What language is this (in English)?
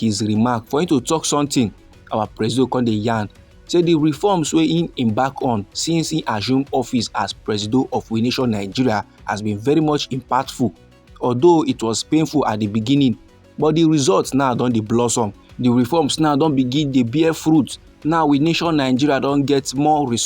Nigerian Pidgin